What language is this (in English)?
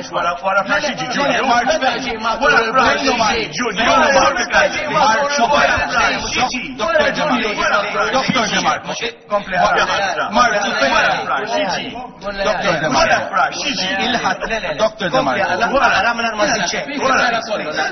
Maltese